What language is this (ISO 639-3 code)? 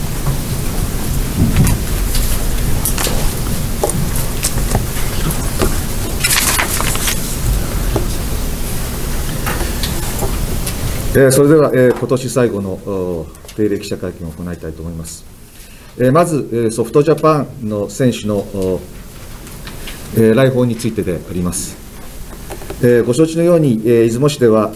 jpn